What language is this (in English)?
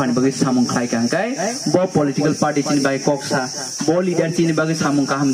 Kok Borok